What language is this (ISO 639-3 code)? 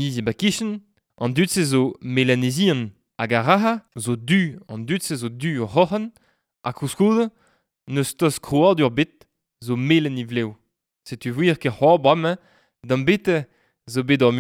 bre